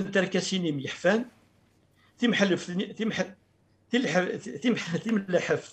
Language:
Kabyle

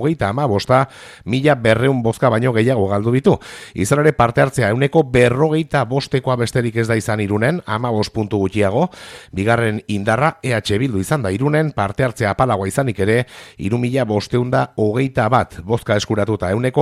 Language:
Basque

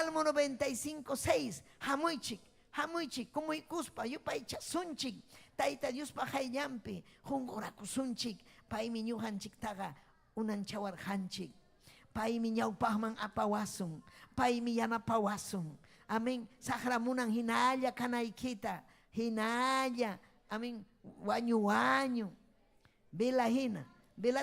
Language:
Ayacucho Quechua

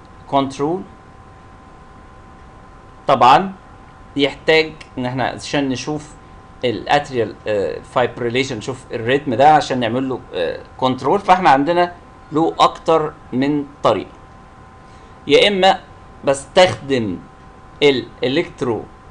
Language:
Egyptian Arabic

